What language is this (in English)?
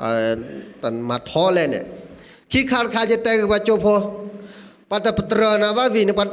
S'gaw Karen